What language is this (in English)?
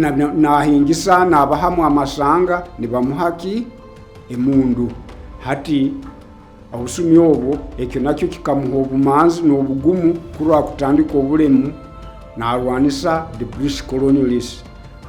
Nyoro